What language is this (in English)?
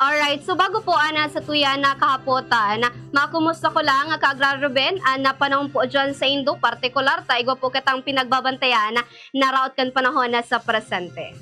Bikol